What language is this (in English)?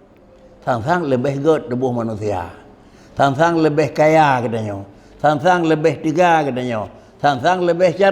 Achinese